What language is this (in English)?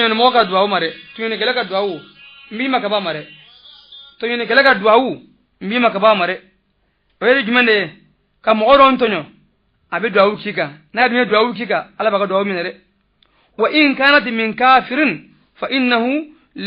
Bambara